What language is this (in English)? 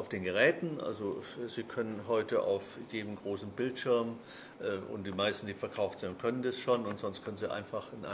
German